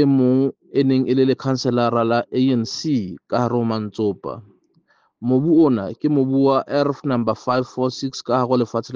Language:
Southern Sotho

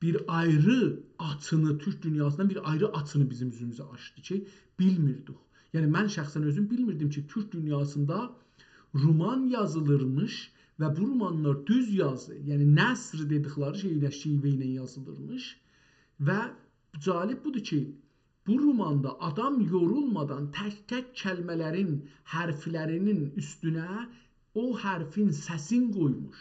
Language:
South Azerbaijani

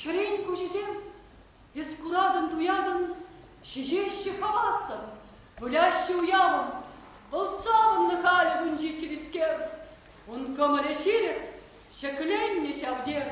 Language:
Chuvash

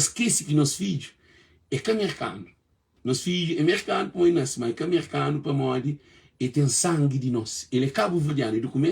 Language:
Kabuverdianu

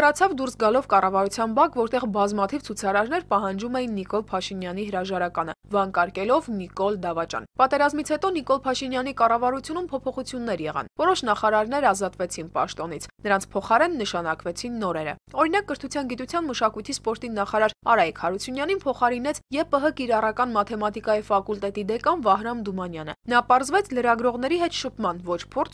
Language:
Armenian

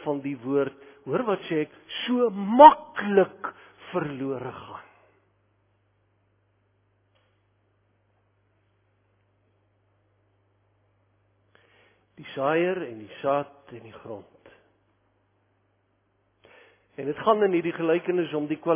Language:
Afrikaans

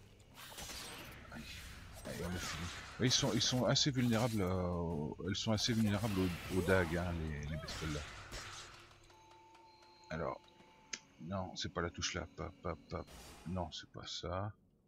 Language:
French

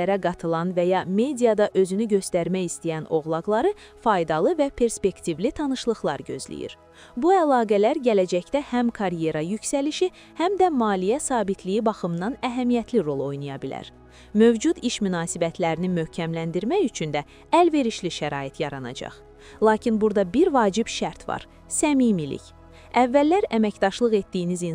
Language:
Azerbaijani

